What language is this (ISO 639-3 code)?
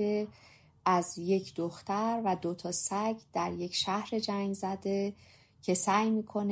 fas